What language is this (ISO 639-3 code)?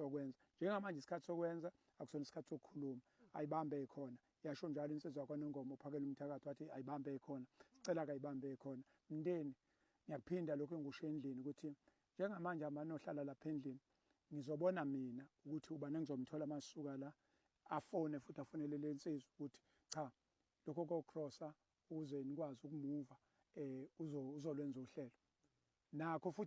zul